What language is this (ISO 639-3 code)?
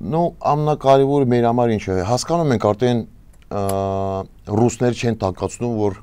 hye